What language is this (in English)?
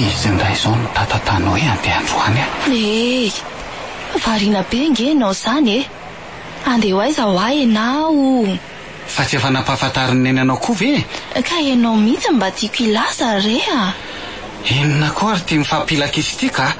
Malagasy